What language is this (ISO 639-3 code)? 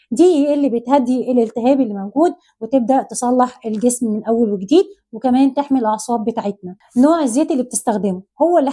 arz